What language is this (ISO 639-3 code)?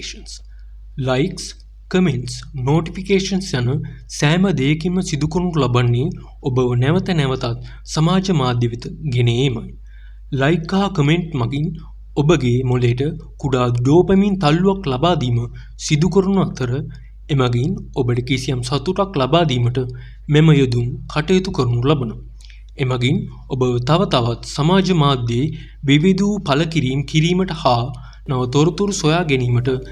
sin